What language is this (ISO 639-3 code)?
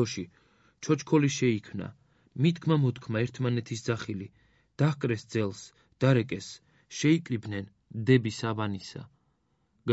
kat